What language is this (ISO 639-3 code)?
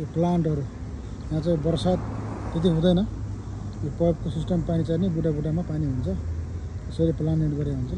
nep